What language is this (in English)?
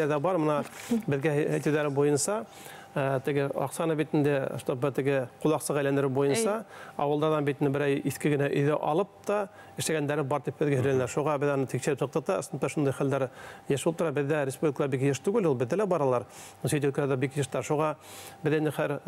Bashkir